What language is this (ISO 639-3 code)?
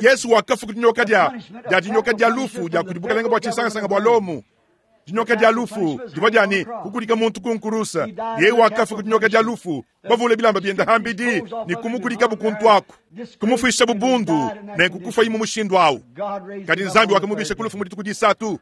lua